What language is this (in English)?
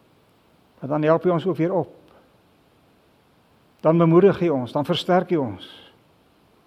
Afrikaans